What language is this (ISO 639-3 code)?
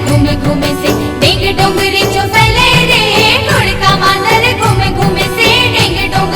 hne